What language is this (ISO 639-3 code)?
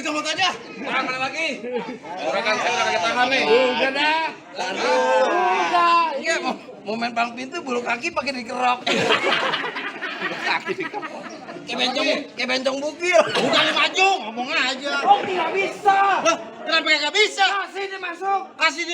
bew